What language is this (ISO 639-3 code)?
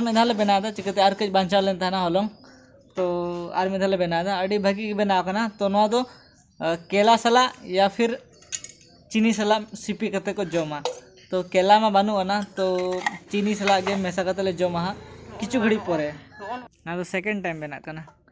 sat